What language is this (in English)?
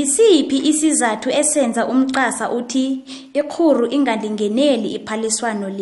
South Ndebele